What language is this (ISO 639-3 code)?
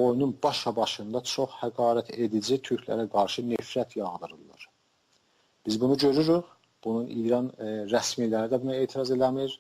azb